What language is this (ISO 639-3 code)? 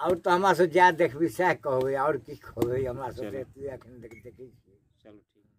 mai